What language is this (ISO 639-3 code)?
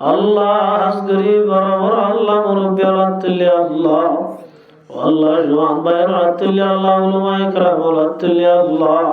rhg